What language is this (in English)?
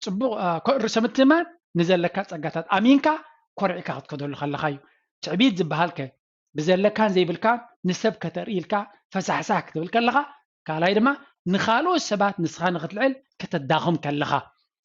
Tigrinya